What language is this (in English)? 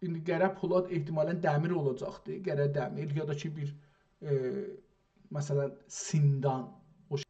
South Azerbaijani